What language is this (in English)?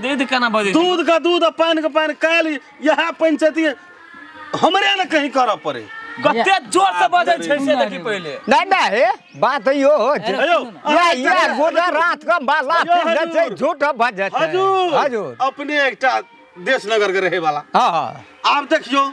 Maithili